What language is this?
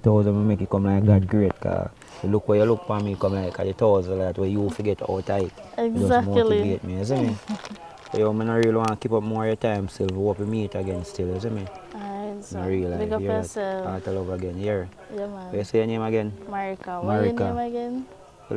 Jamaican Creole English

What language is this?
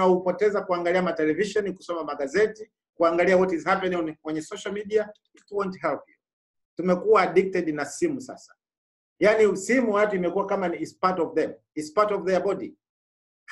Swahili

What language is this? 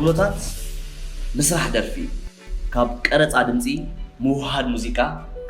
Tigrinya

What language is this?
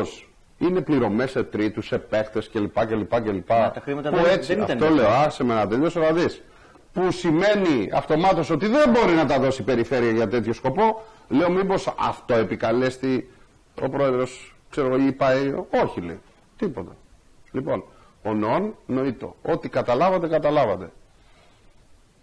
Greek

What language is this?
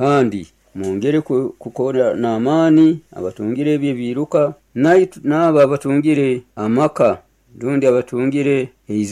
Nyoro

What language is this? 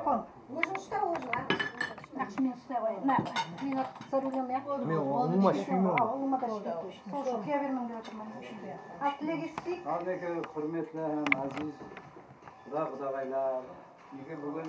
Kara-Kalpak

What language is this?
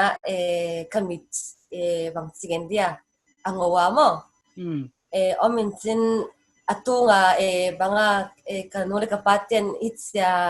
Paite Chin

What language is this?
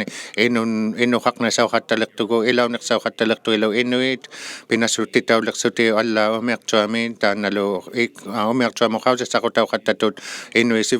Inuktitut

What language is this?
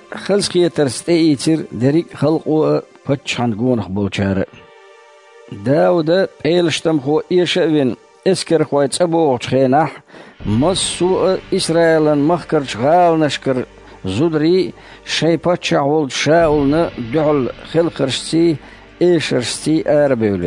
Chechen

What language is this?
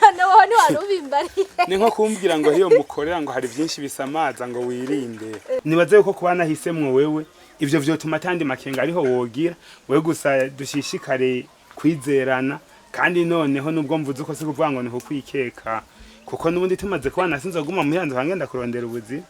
Rundi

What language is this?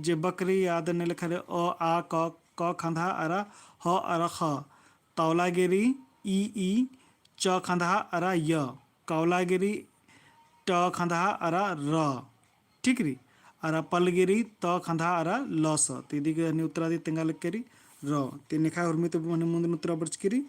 Kurukh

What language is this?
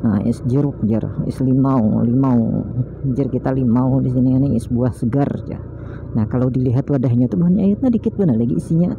Banjar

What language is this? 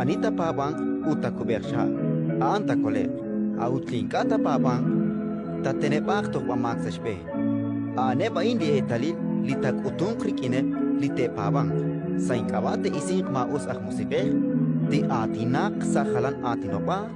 Kekchí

